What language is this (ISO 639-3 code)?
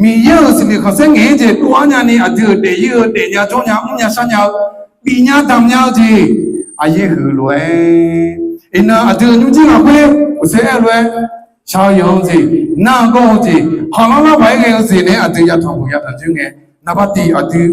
ahk